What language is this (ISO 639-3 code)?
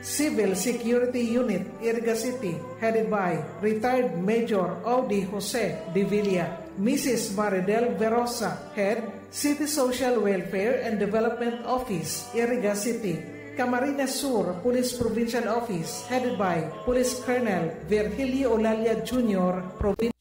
bik